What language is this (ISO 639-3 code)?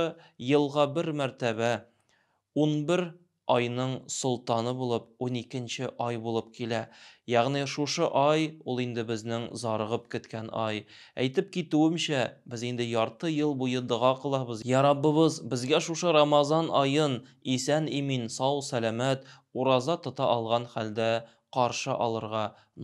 tat